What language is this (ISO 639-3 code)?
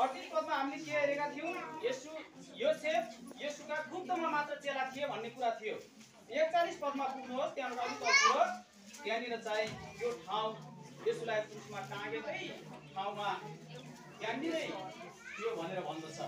nep